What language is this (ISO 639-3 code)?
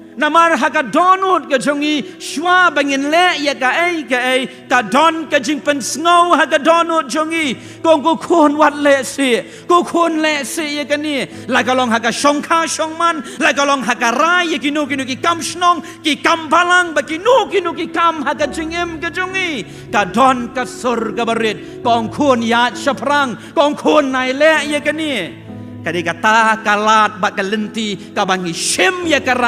kha